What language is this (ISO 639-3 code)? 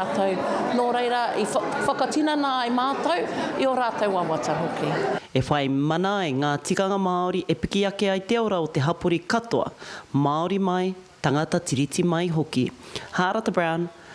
mri